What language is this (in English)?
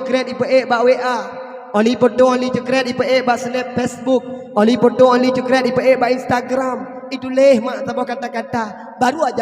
Achinese